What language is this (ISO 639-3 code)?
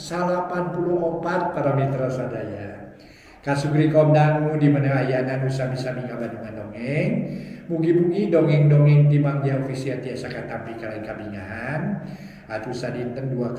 sun